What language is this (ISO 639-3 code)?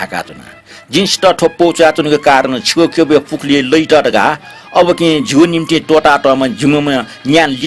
new